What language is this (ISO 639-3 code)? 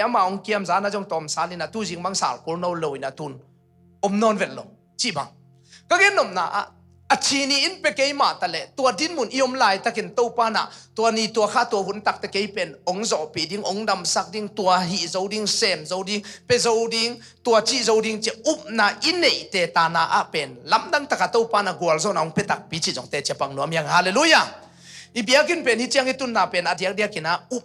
ctd